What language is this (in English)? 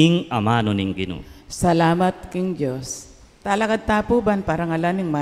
Pampanga